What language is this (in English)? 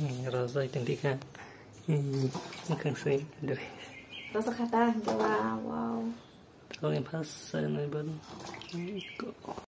Kok Borok